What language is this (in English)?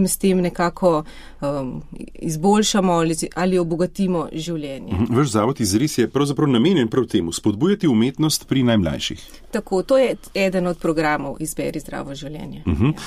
Slovenian